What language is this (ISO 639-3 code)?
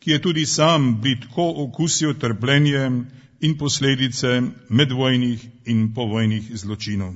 slv